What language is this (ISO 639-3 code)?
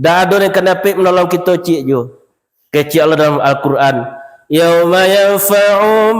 min